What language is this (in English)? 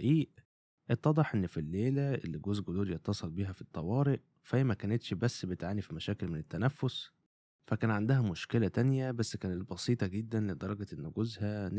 Egyptian Arabic